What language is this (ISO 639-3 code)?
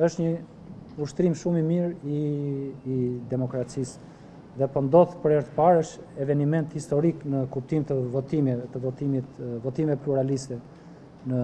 sqi